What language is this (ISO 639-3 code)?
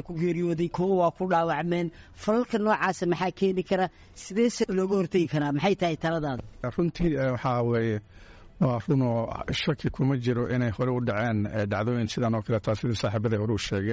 som